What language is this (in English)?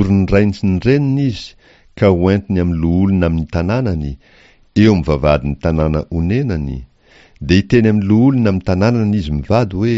Malagasy